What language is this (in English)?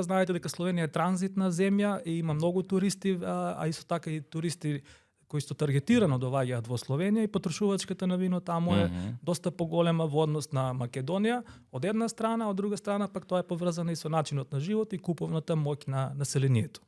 Macedonian